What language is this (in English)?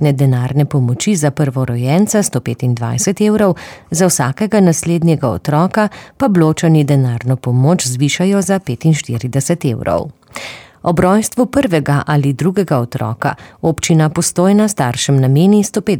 Slovenian